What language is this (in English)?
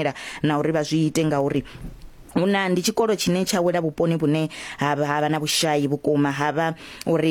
Venda